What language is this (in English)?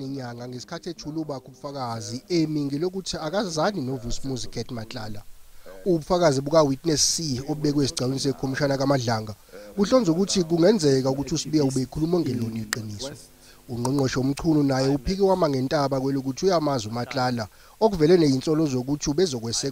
Zulu